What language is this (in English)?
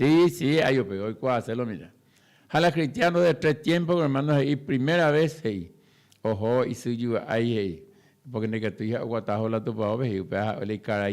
Guarani